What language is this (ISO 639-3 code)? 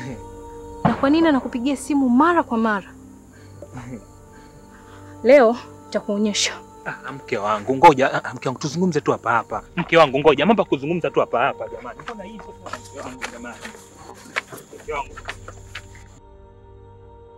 swa